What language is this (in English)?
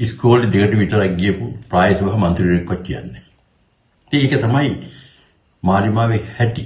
Sinhala